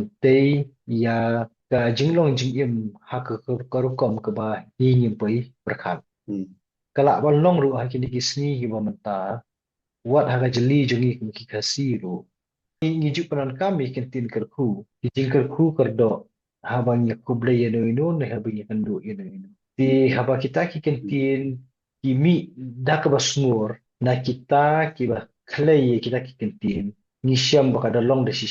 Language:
Khasi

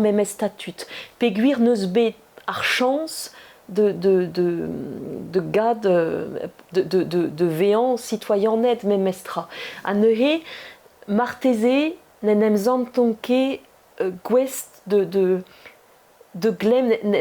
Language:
Breton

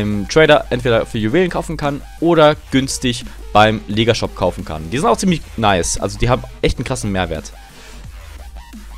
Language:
German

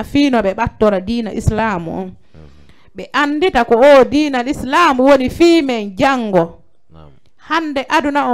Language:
Fula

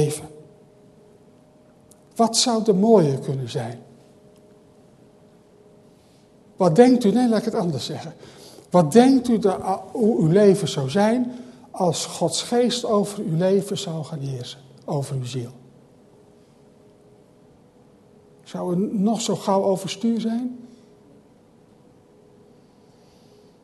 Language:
Dutch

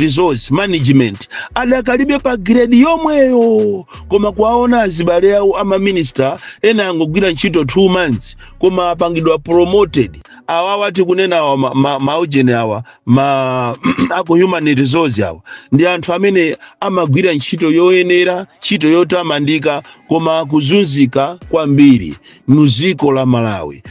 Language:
Nyanja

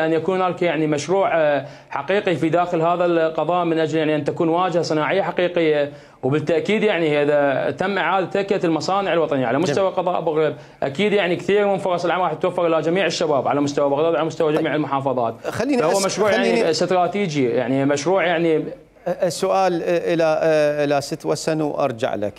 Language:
Mesopotamian Arabic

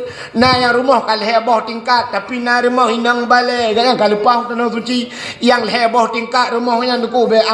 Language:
Achinese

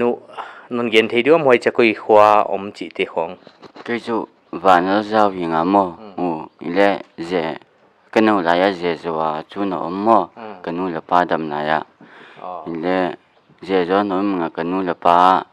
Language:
Paite Chin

